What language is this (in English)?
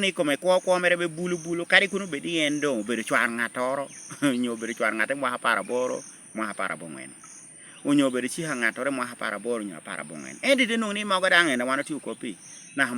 Lango (Uganda)